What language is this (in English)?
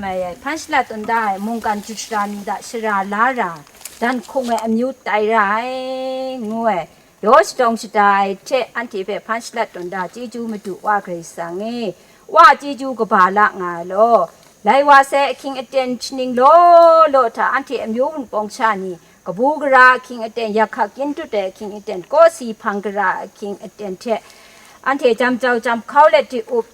Kachin